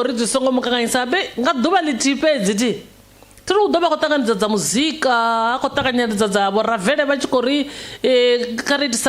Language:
Venda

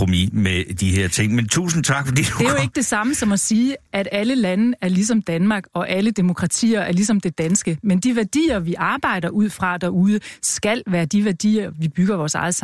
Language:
Danish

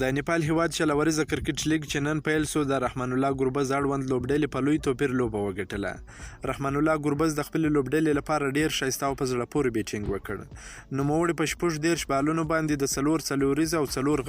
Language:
Pashto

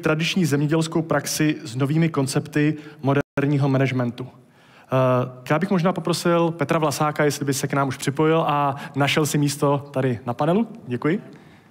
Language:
Czech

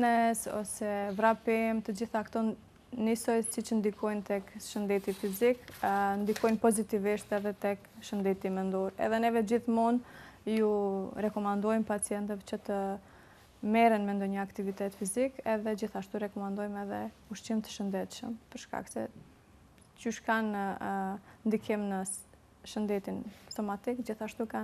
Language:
Albanian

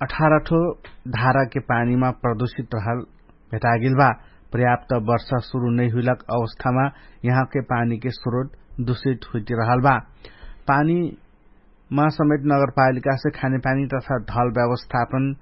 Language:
Dangaura Tharu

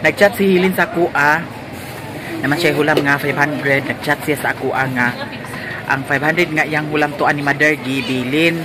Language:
Cebuano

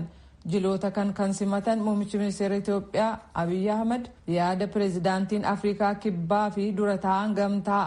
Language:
Oromo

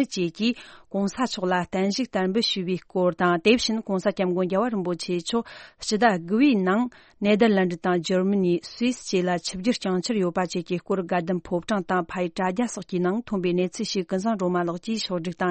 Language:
Tibetan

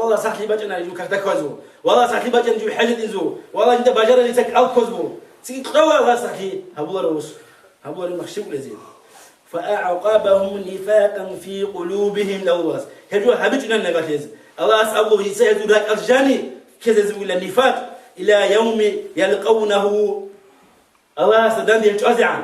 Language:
Avaric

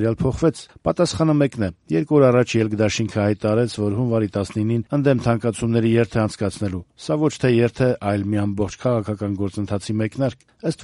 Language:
Armenian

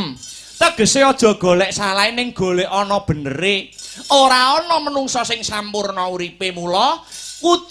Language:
Javanese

